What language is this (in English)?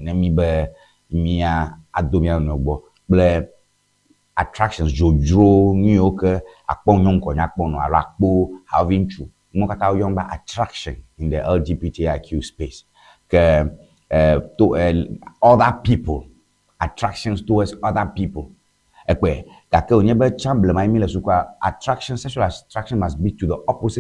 Ewe